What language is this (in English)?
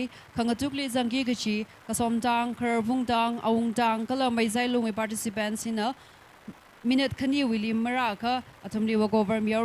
Tangkhul Naga (India)